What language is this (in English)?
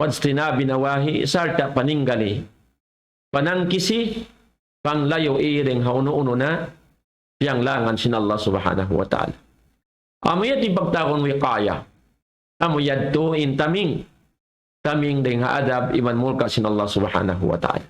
Tausug